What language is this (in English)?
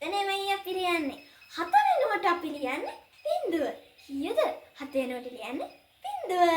Sinhala